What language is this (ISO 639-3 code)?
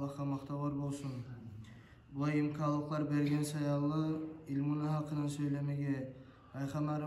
kum